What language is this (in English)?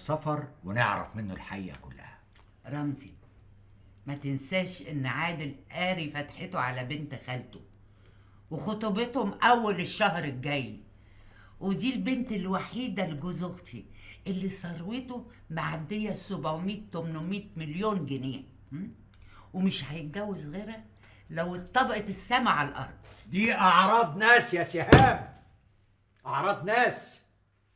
Egyptian Arabic